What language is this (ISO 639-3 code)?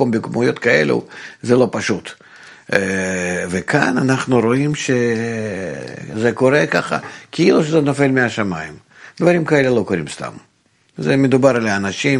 heb